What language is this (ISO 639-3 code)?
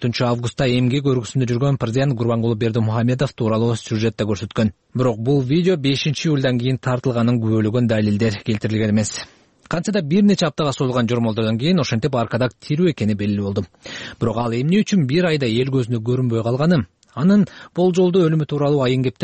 kir